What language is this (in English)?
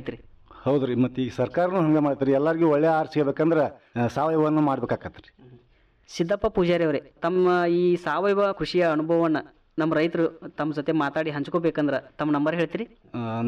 Kannada